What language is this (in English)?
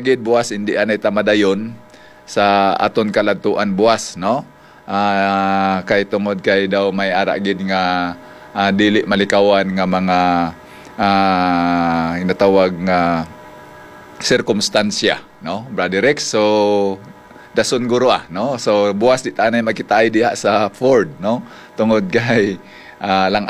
Hiligaynon